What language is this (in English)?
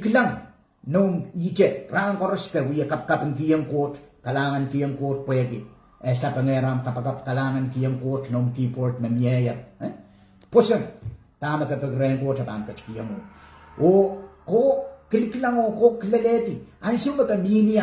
Pohnpeian